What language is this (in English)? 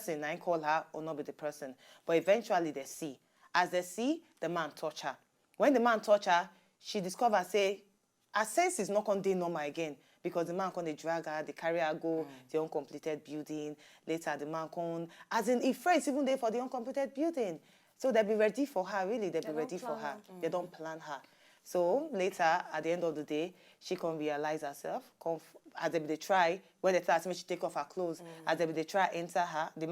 Nigerian Pidgin